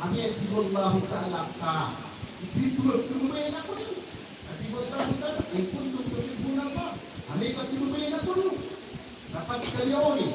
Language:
Maranao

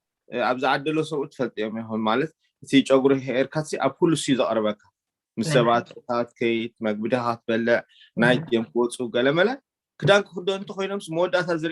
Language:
Tigrinya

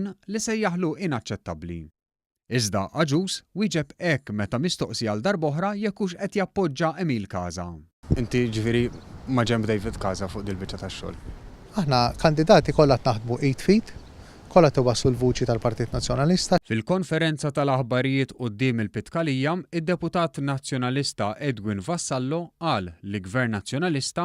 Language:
Maltese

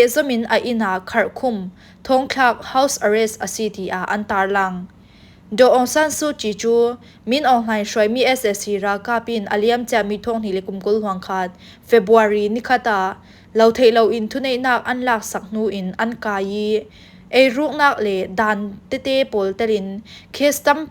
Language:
Falam Chin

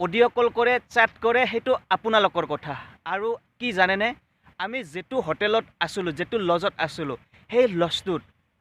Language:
Assamese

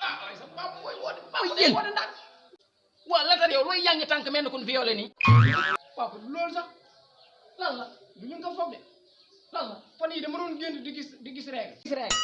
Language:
Wolof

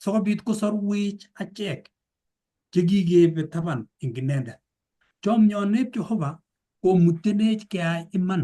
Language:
Kalenjin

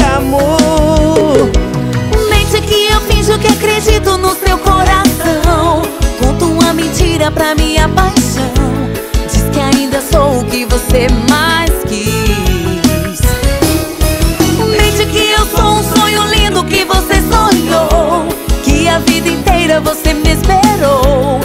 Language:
Portuguese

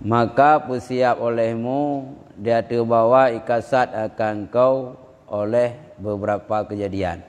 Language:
Achinese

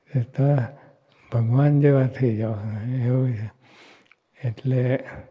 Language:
Gujarati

